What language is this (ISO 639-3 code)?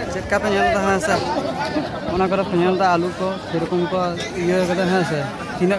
sat